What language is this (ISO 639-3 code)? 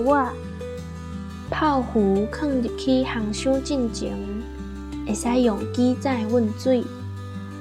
nan